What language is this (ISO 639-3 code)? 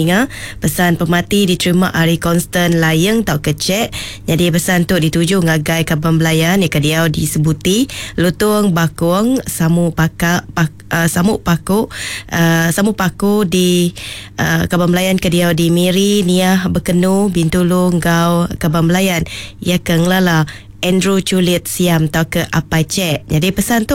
iba